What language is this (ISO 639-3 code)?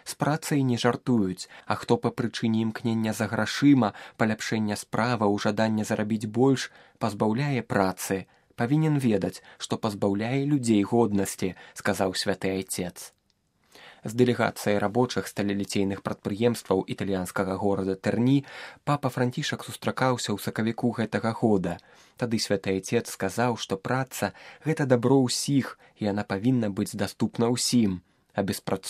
bel